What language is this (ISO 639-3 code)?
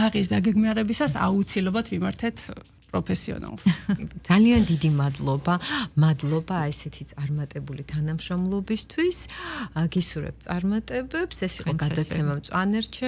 kat